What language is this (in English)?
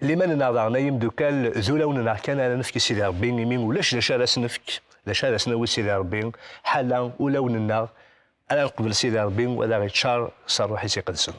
Kabyle